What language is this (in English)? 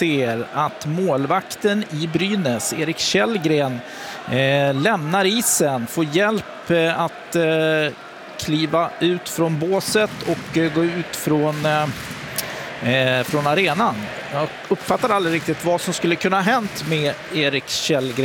Swedish